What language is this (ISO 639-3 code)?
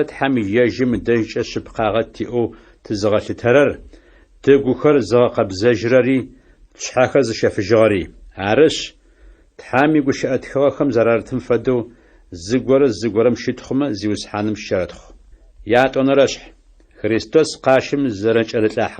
ady